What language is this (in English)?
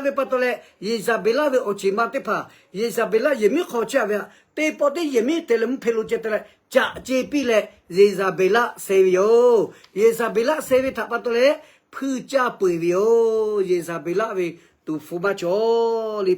Lahu